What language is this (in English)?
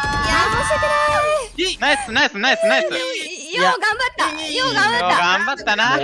Japanese